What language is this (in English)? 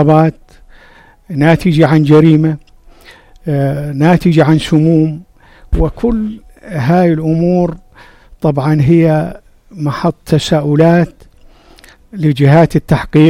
North Levantine Arabic